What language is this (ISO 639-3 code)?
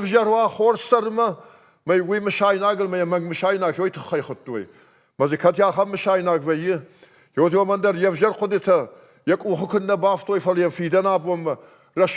oss